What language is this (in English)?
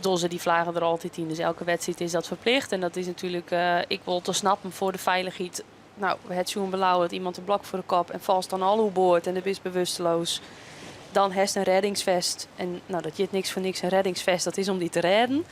Western Frisian